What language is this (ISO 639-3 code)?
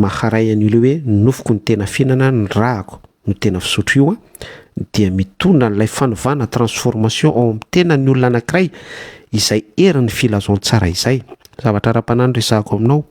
mlg